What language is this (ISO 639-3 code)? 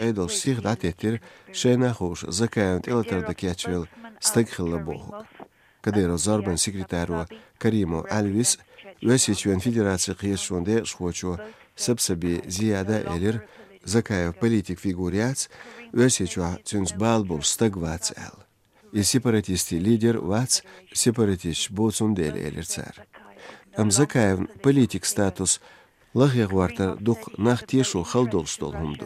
che